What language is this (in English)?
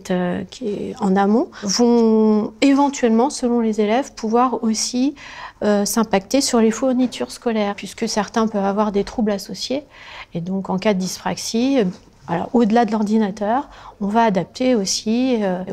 French